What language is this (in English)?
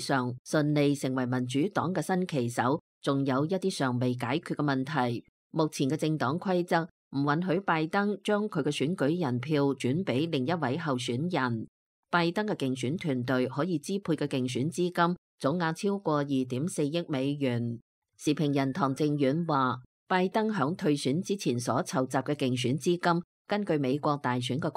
Cantonese